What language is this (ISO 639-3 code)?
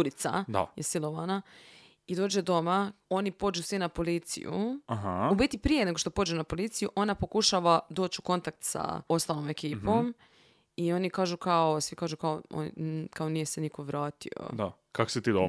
srp